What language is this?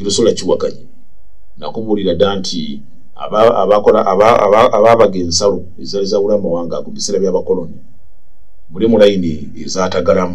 Ganda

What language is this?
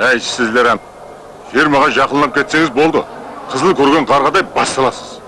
Kara-Kalpak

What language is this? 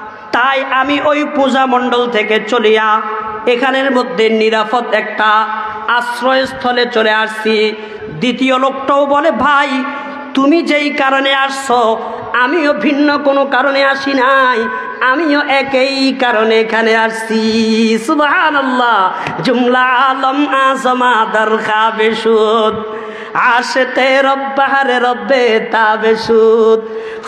Bangla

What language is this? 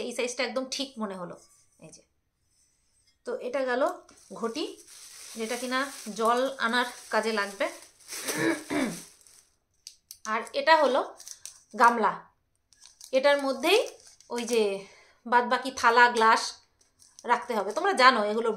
Bangla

